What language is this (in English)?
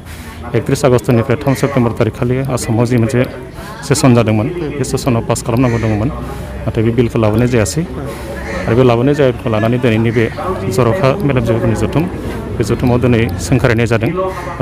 Bodo